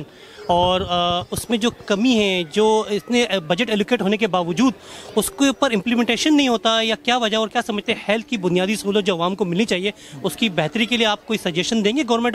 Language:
Urdu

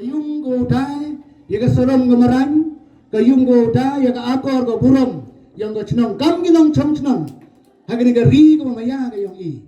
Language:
Pnar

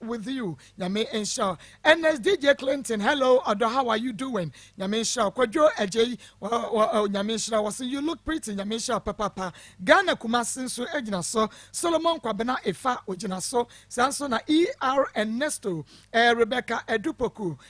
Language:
Akan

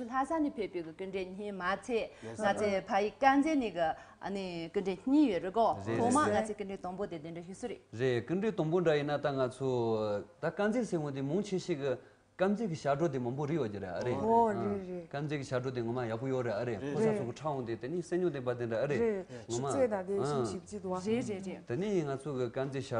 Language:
Tibetan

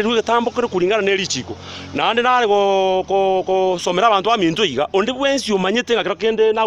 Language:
Gusii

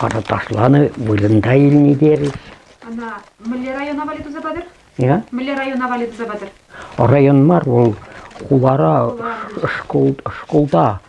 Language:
Chuvash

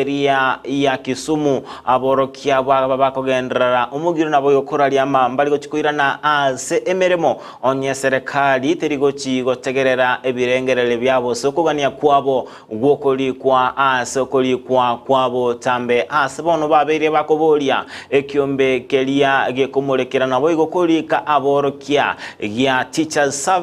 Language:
Gusii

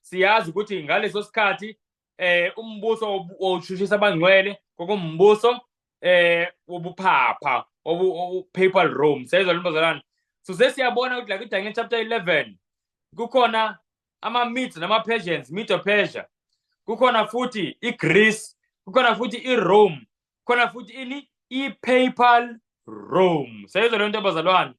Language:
Zulu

